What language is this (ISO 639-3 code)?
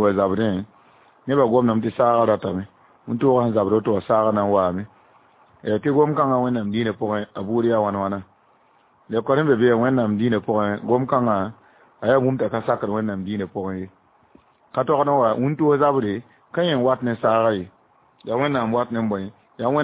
mos